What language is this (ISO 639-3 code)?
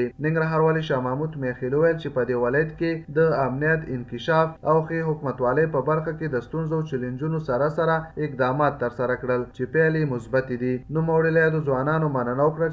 pus